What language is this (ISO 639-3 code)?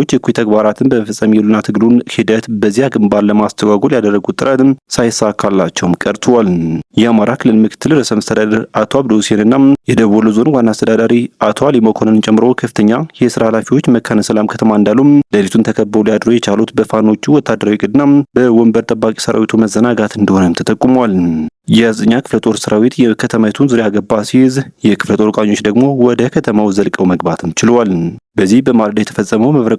amh